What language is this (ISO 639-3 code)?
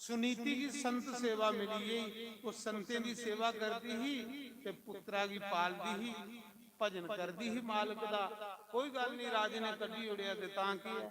doi